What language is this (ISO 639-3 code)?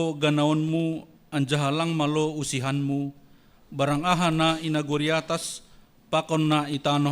bts